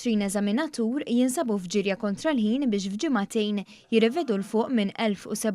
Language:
Maltese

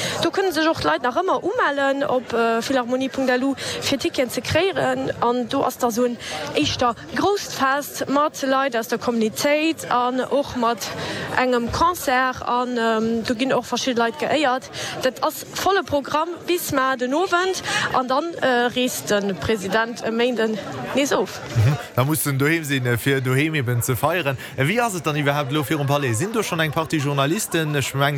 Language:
Luxembourgish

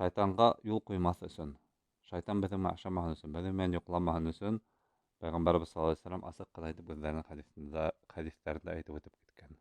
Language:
Bashkir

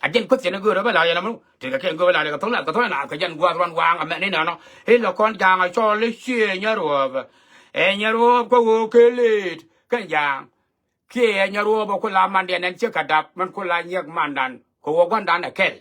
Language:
Nuer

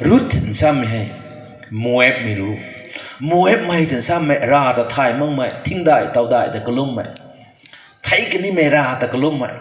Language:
Rongmei Naga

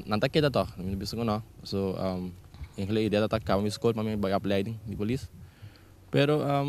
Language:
Papiamento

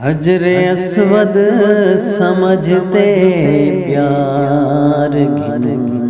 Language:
Saraiki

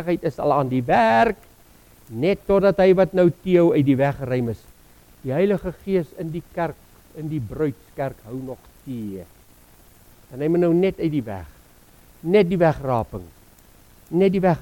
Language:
Afrikaans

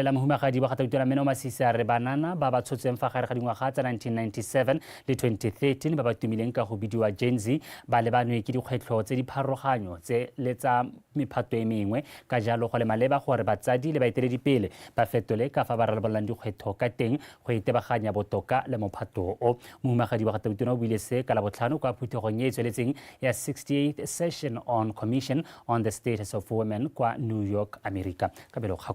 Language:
Tswana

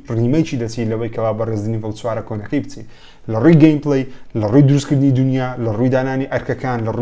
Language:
Central Kurdish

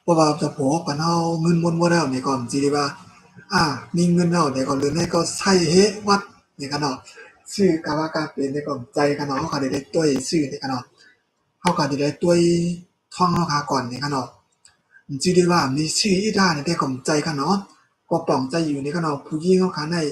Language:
Shan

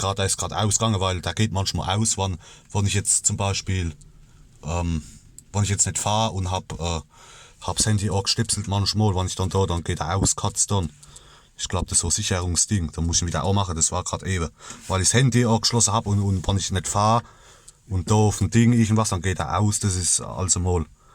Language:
Palatine German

